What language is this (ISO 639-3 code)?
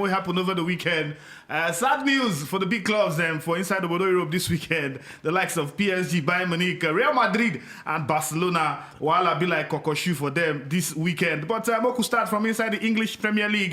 pcm